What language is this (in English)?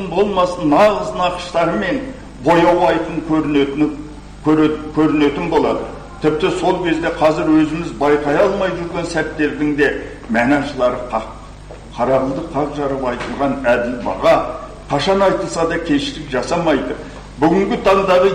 Kazakh